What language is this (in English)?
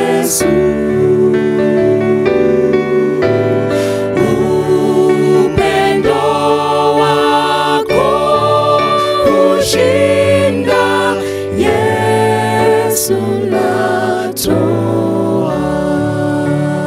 Swahili